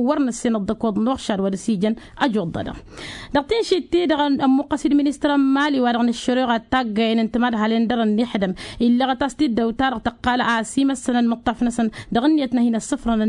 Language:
Tamasheq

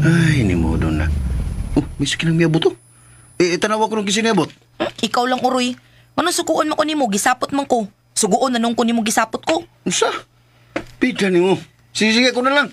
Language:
Cebuano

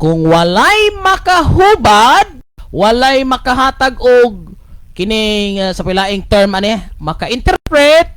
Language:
Cebuano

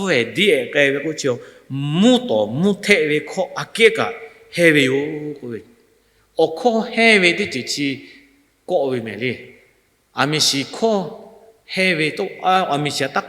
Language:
Lahu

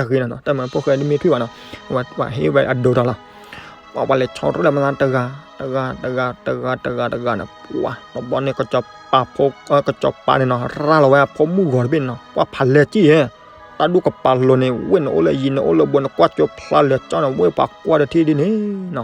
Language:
S'gaw Karen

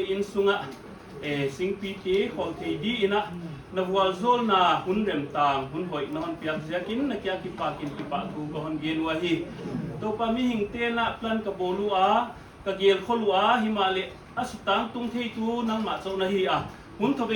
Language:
Paite Chin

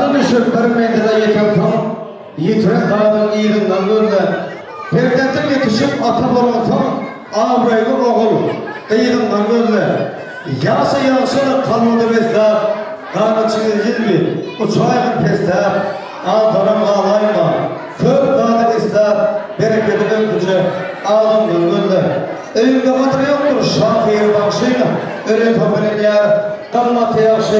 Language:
Turkmen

